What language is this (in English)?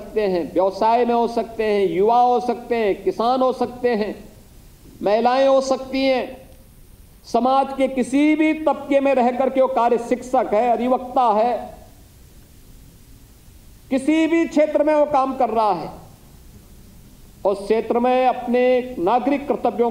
Hindi